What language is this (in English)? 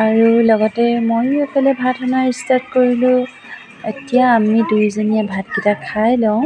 Assamese